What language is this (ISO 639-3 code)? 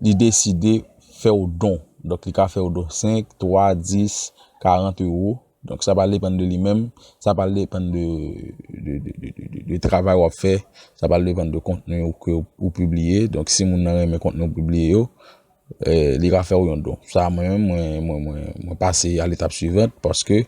hat